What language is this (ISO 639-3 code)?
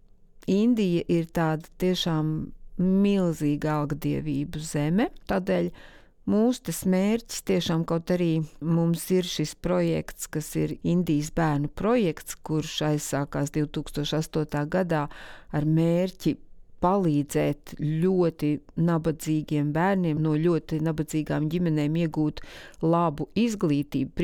lav